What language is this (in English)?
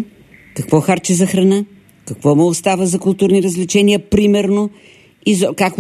Bulgarian